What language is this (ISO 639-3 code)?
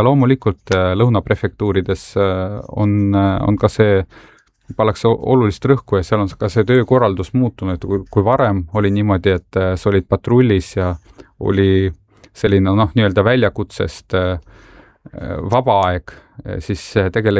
est